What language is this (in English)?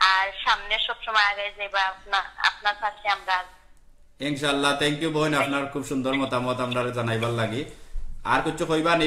Sylheti